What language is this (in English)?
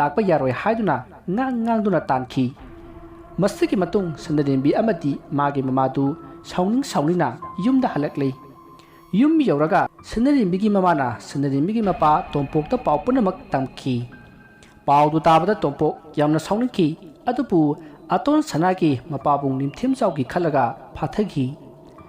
Manipuri